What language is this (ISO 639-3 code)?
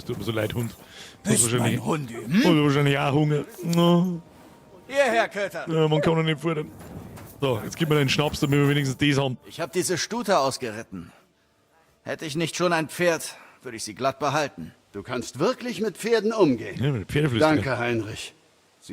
bar